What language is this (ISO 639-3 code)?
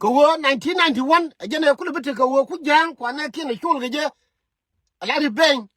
nus